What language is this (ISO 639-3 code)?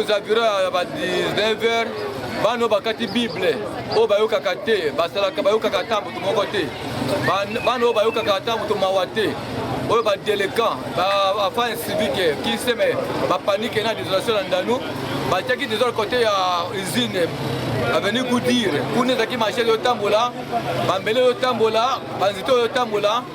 lin